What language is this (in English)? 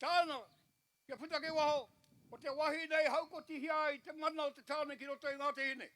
Māori